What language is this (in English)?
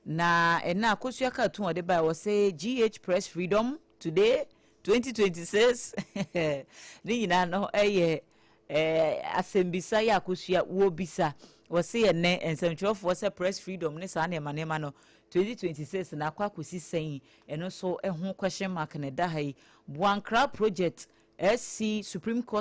Akan